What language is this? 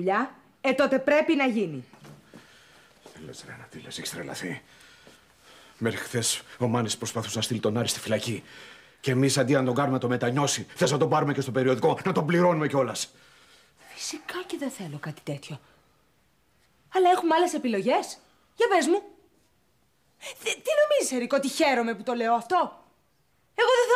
Greek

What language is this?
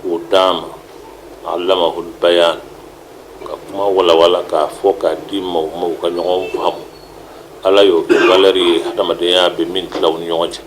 Bambara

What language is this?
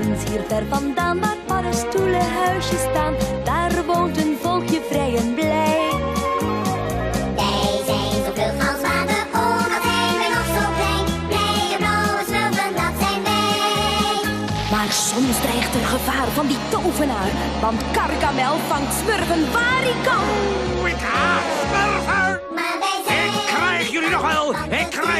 Dutch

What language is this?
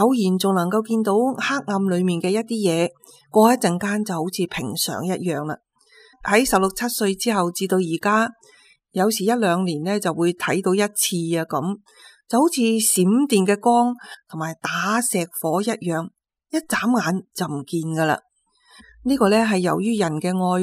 Cantonese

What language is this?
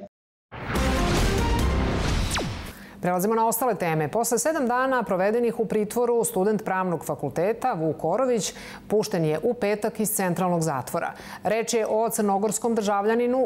Serbian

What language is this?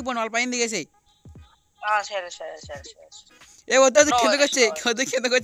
Telugu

